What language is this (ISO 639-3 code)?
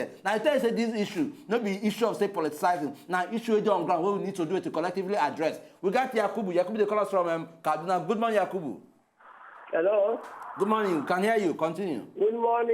pcm